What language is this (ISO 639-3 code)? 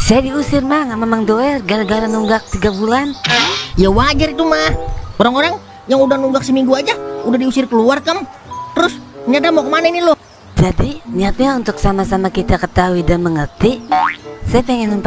bew